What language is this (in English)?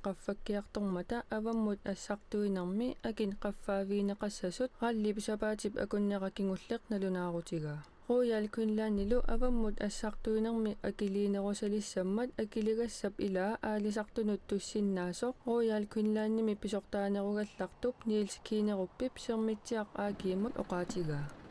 Kalaallisut